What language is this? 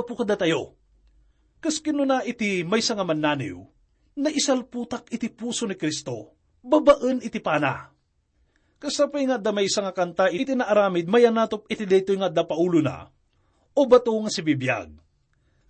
Iloko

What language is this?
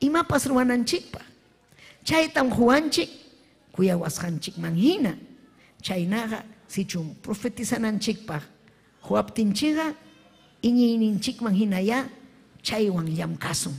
Ayacucho Quechua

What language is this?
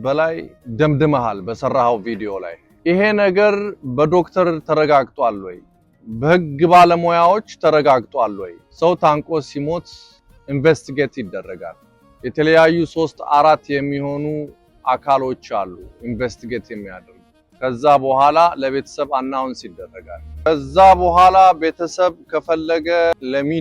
Amharic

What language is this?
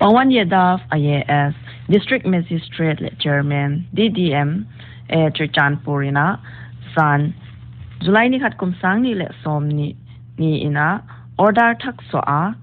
Paite Chin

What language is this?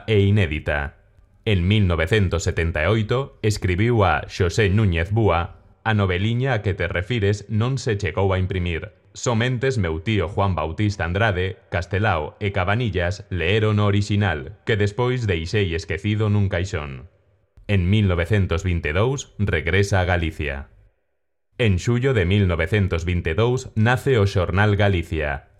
Galician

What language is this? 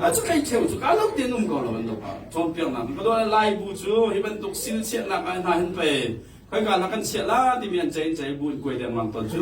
Hakha Chin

